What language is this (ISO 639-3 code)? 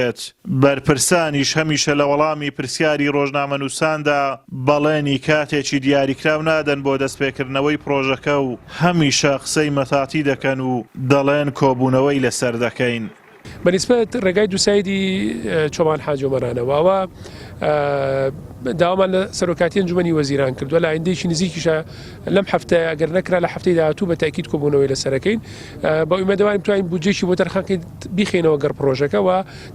ckb